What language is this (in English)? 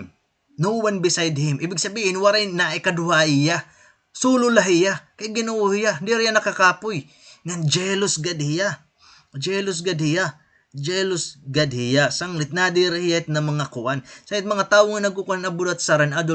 Waray